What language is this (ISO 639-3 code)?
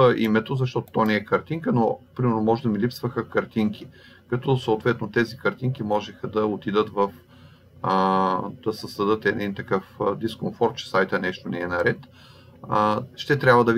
bul